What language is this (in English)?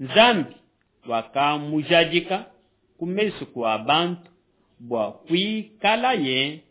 Luba-Lulua